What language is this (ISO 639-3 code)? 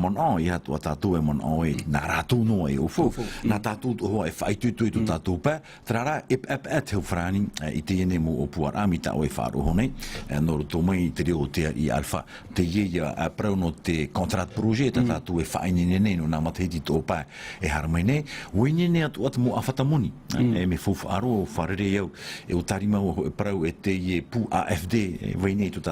tah